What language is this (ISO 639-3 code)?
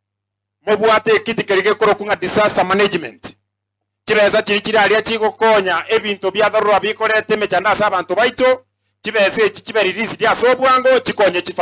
guz